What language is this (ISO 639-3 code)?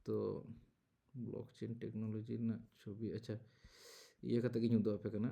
sat